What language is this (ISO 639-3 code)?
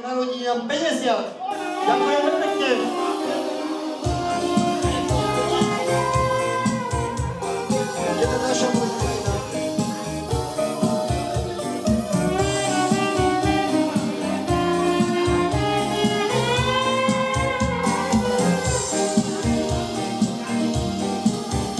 slk